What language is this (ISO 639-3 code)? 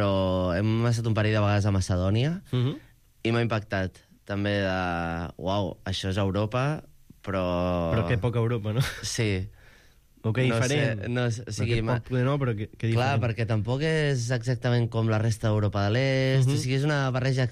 cat